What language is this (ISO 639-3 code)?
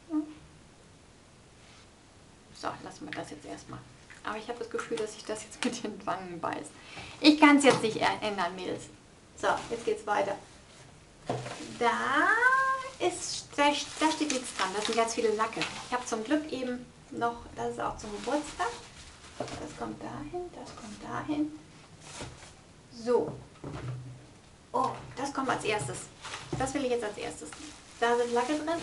deu